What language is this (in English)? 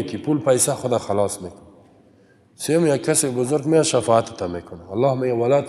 Persian